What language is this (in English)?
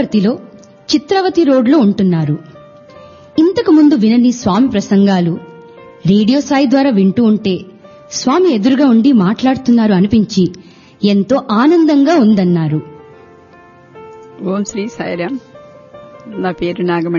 Telugu